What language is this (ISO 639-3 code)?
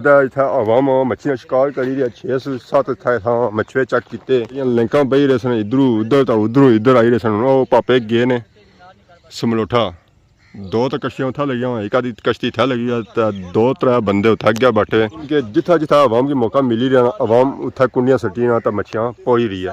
phr